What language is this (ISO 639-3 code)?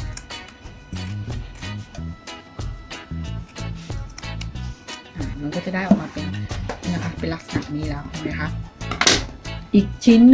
tha